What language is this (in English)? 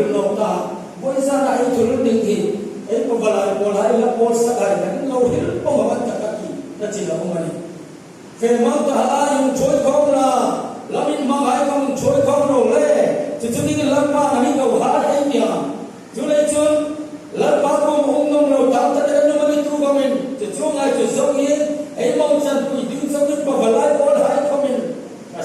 Hmar